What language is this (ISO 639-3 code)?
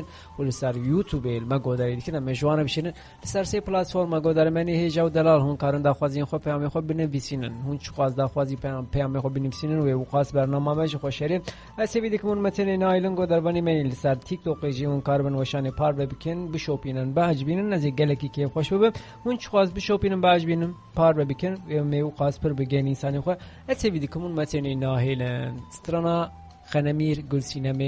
kur